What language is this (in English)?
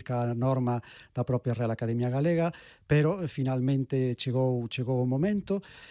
Galician